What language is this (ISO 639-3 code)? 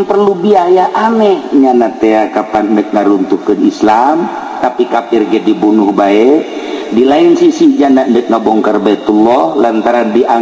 sun